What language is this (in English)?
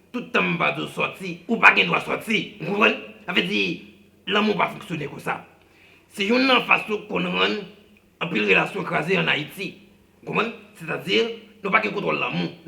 Haitian Creole